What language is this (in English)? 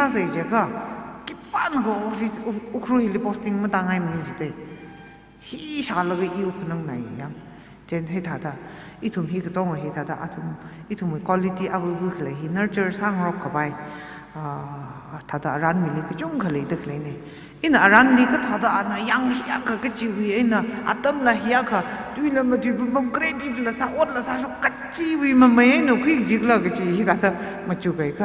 Tangkhul Naga (India)